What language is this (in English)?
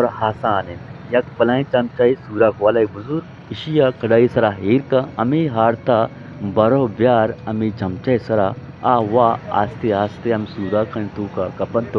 Eastern Balochi